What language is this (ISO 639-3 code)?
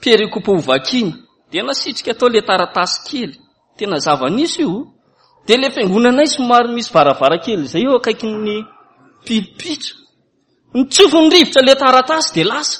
mlg